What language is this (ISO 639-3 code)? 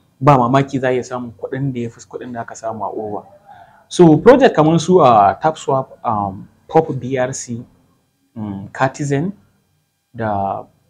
hau